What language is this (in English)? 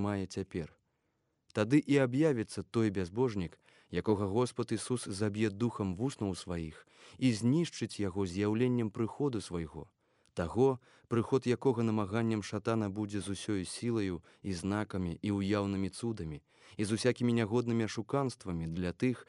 Belarusian